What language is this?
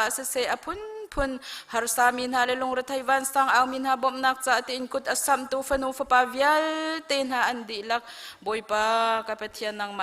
Hakha Chin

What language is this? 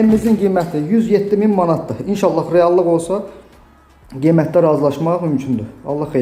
Azerbaijani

